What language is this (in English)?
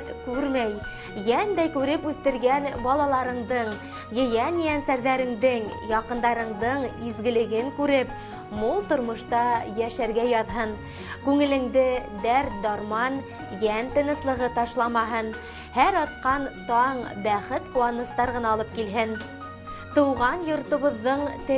Bashkir